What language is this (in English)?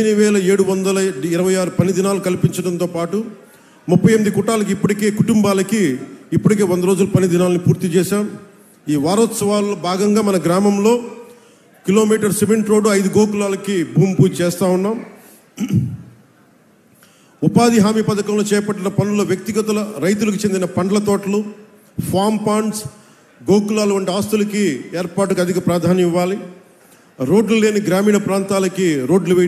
Telugu